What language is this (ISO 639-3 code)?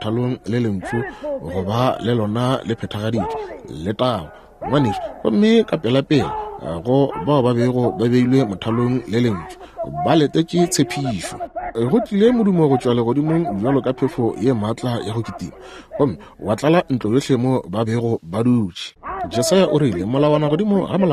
nso